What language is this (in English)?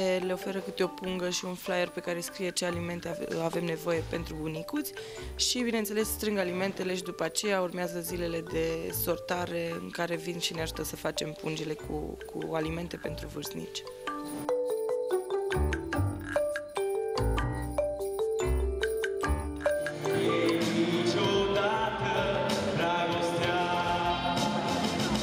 Romanian